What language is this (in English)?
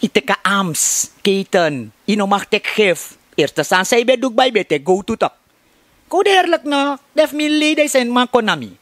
Sranan Tongo